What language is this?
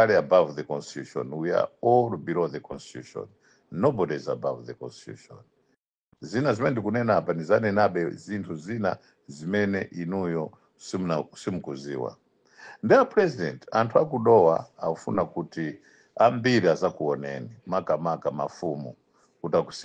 Nyanja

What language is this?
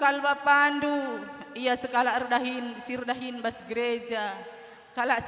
Batak Karo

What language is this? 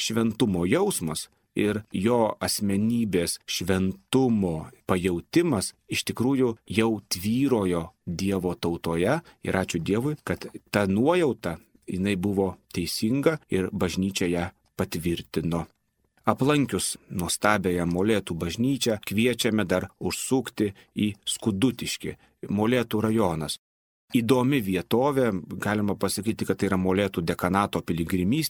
Lithuanian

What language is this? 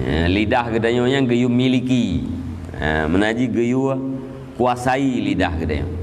Achinese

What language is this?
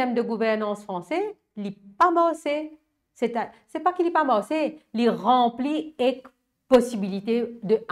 Morisyen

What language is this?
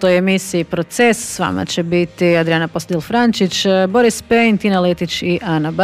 Croatian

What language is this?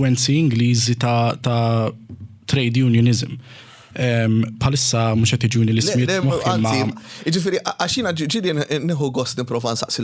Maltese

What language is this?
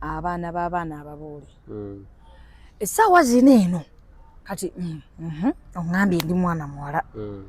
Ganda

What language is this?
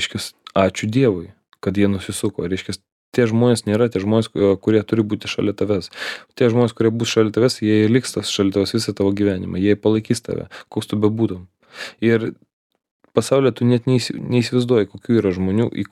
Lithuanian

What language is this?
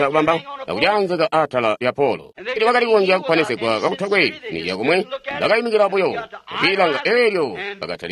Tonga (Zambia)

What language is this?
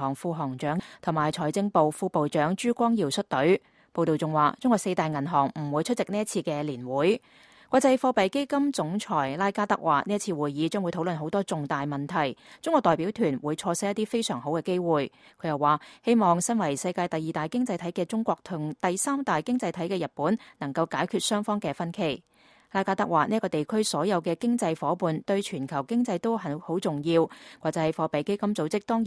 Cantonese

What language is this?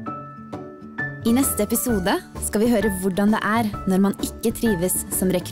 Norwegian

